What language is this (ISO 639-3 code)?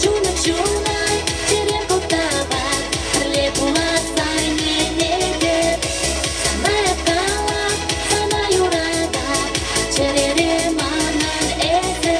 chv